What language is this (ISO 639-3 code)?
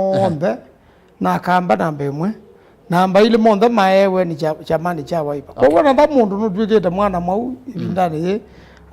kam